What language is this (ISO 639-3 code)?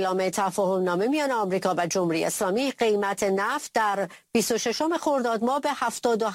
fas